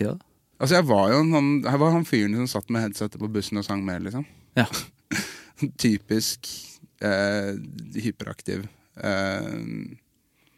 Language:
Norwegian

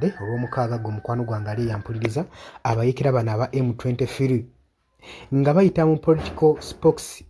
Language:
Ganda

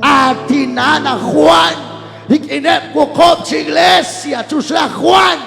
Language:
Kekchí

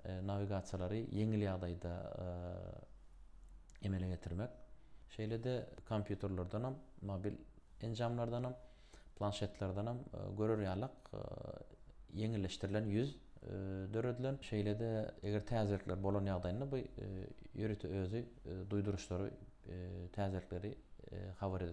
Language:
Turkmen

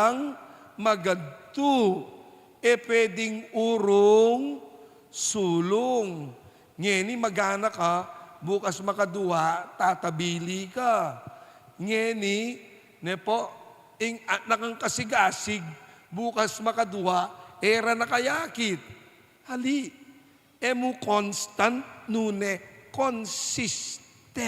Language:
Pampanga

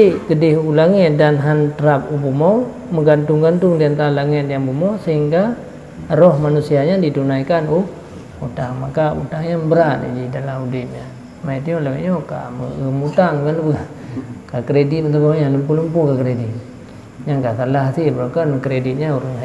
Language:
Achinese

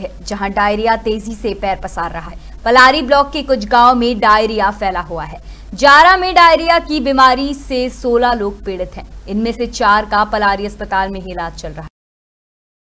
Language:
Hindi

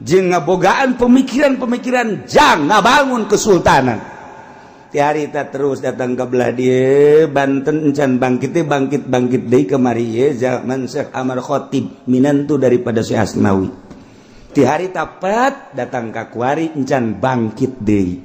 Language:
Sundanese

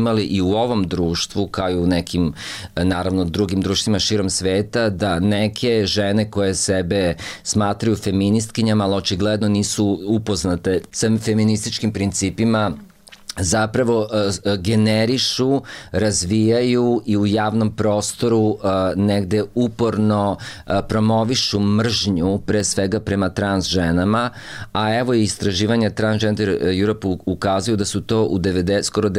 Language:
Serbian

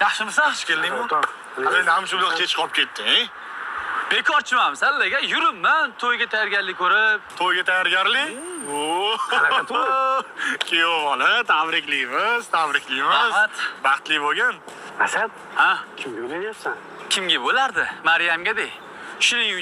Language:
Uzbek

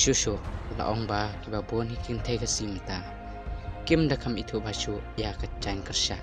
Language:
Khasi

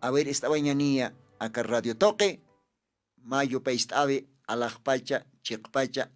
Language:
Aymara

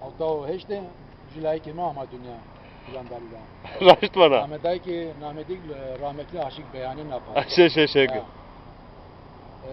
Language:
Zaza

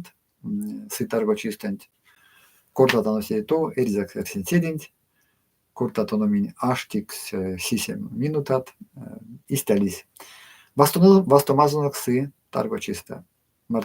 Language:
Erzya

